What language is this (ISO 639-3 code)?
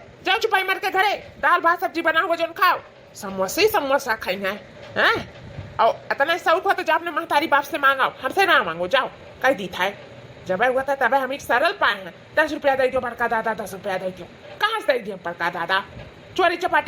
awa